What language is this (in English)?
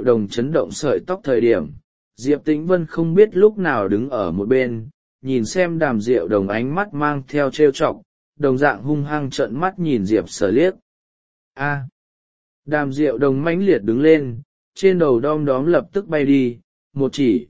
Vietnamese